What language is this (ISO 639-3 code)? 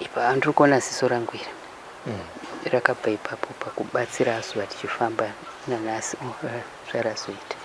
sna